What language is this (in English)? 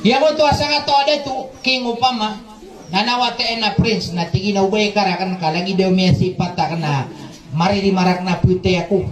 Maranao